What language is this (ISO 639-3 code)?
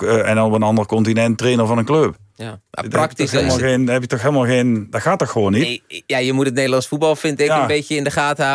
nld